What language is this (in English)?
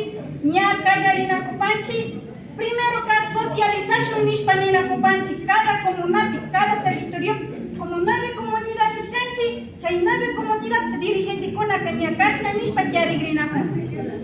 Imbabura Highland Quichua